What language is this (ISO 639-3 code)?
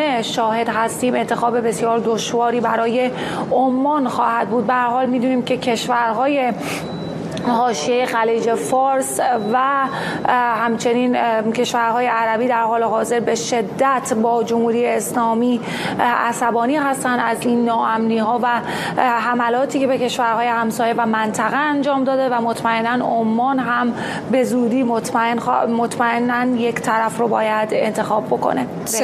fas